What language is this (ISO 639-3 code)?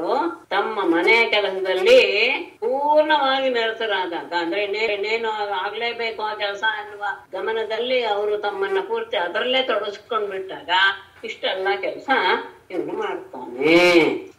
kan